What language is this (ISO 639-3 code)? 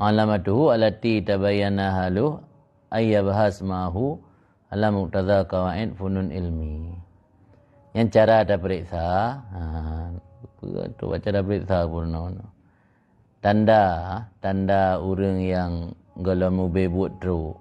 ace